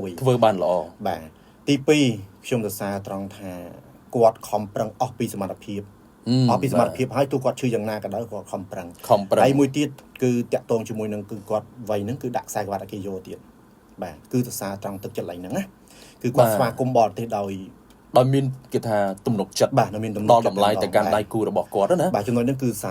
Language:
Khmer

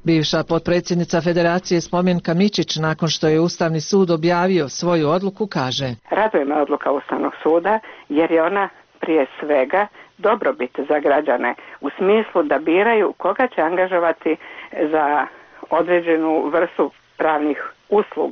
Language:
Bosnian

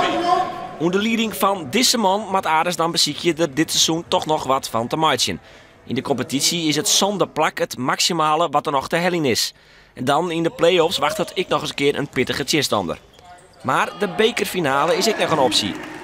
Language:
Western Frisian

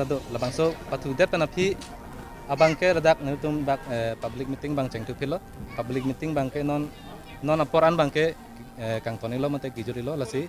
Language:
Karbi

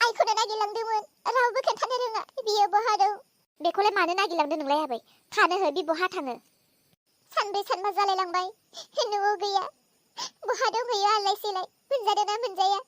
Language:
Bodo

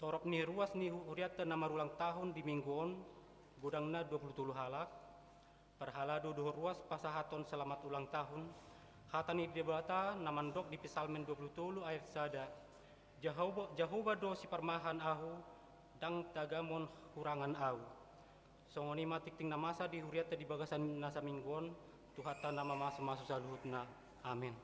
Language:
Batak Toba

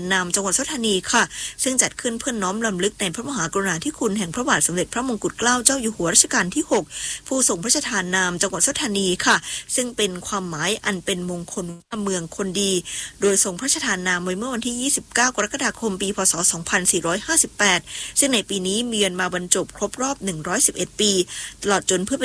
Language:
Thai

